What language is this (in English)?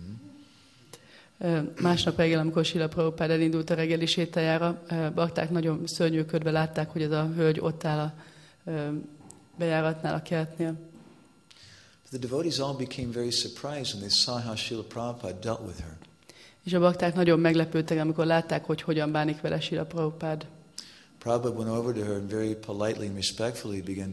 Hungarian